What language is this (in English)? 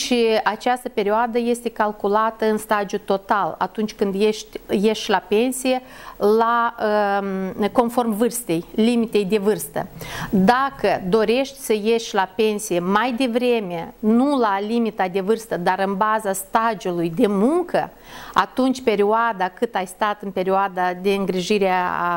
Romanian